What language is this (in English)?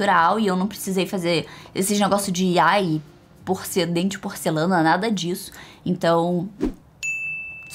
Portuguese